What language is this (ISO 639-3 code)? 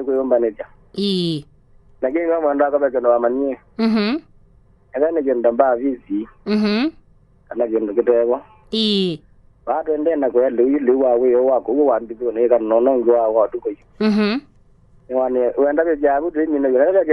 kam